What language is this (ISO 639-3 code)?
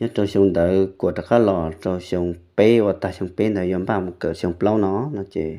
hmn